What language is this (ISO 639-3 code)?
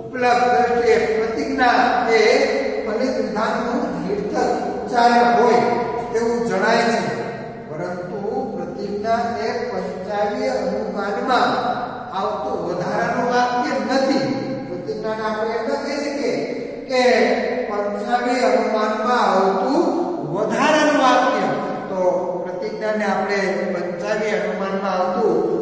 guj